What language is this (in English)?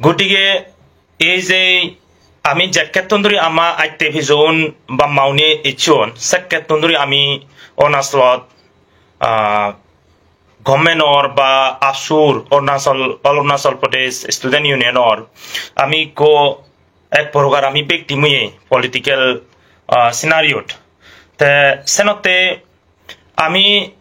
Chakma